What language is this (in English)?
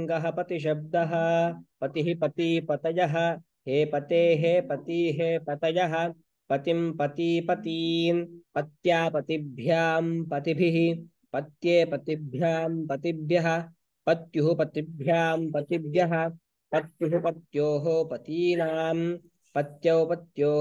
Sanskrit